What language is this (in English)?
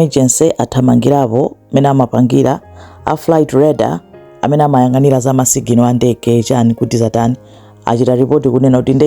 Nyanja